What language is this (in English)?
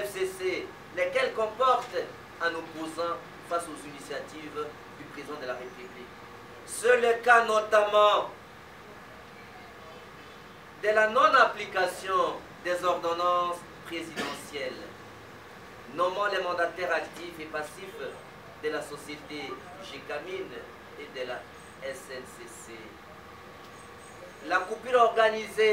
French